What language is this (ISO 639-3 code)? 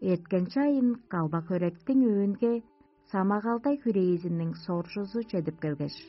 tyv